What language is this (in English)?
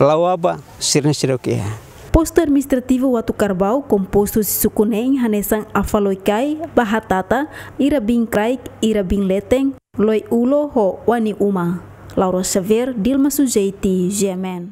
Tetum